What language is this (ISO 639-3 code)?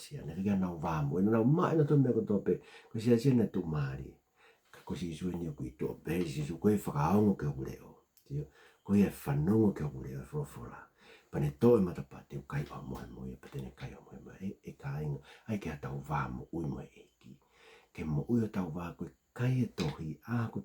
ton